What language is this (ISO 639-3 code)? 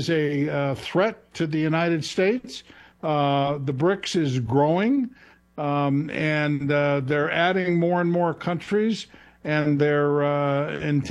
eng